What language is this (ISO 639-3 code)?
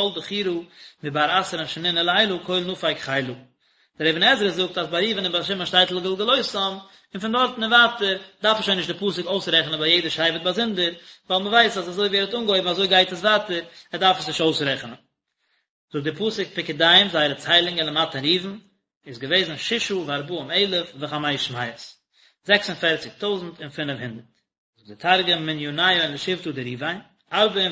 yid